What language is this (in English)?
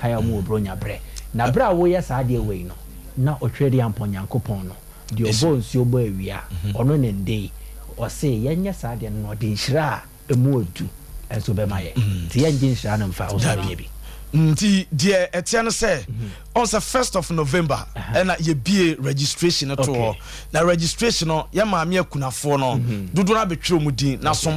Akan